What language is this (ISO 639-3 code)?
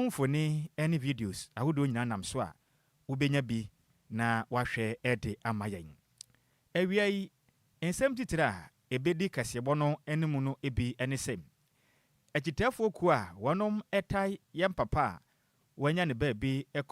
aka